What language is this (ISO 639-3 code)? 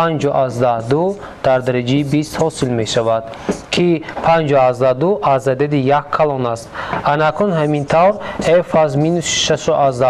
tgk